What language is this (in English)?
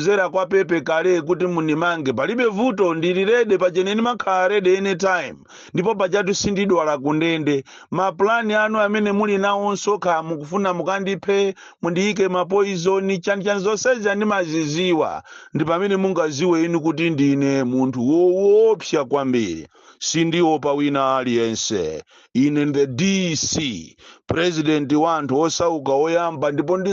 Nyanja